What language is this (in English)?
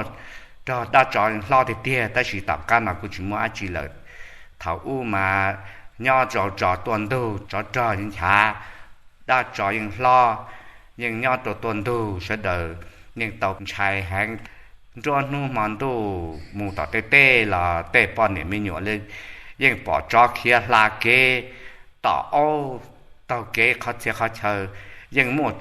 Hmong